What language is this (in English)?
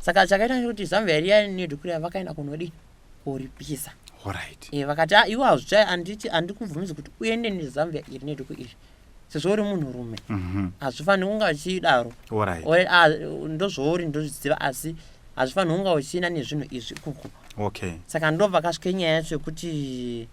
Shona